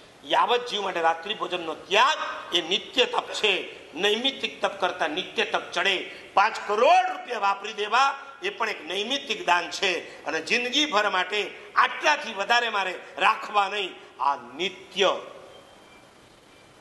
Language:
Gujarati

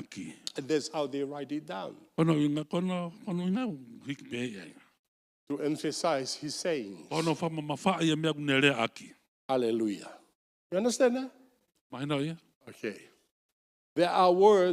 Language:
Tongan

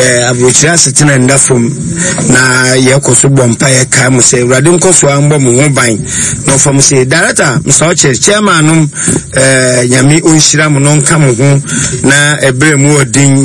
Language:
Akan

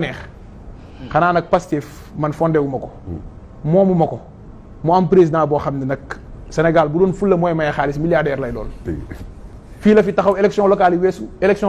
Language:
Wolof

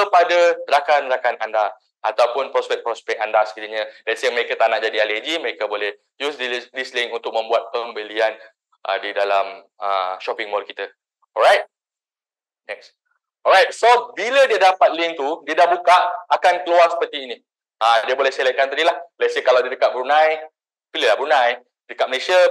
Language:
Malay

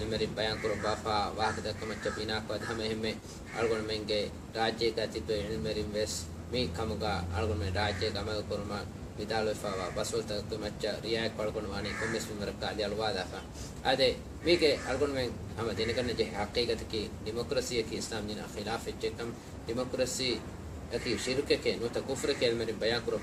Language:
Divehi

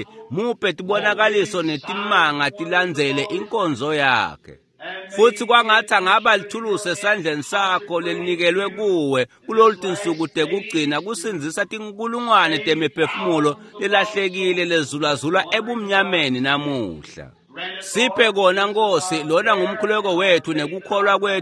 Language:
Swati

